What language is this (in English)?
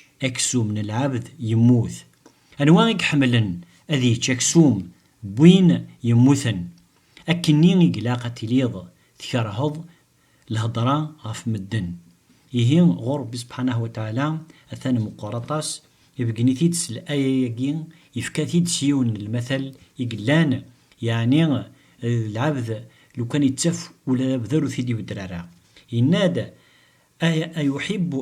Kabyle